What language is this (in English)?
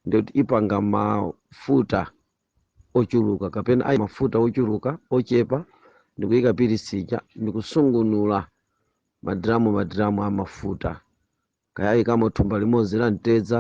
Nyanja